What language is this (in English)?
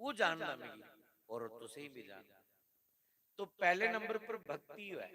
Dogri